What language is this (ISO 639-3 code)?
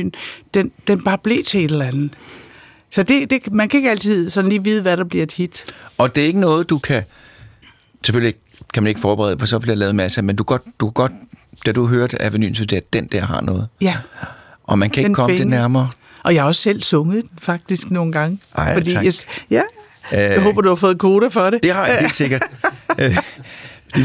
dan